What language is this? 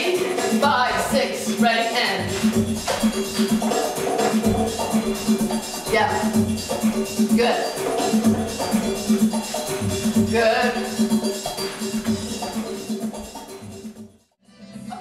English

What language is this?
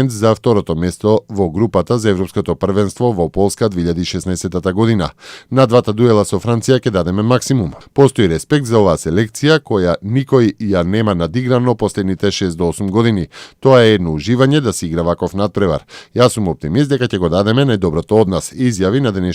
Macedonian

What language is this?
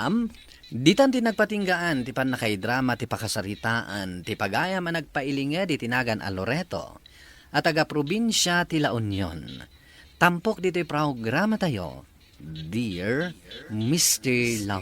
Iloko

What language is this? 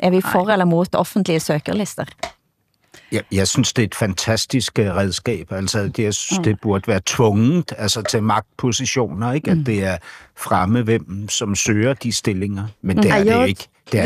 Danish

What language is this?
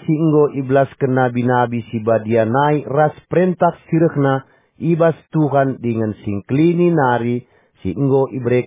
Batak Karo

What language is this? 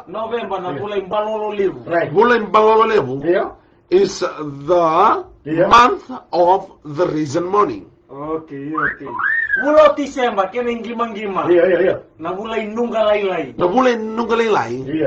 Fijian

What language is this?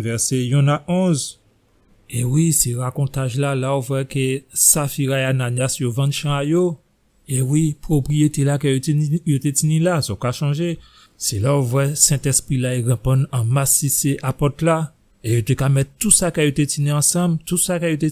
Guadeloupean Creole French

